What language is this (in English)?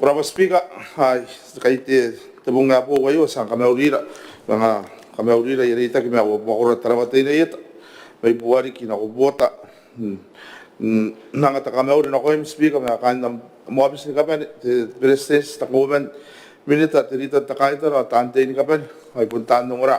Gilbertese